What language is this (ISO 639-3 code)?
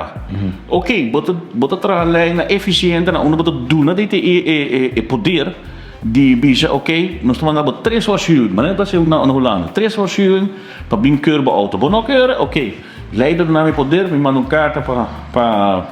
pap